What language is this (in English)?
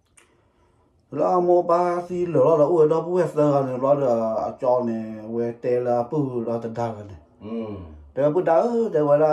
S'gaw Karen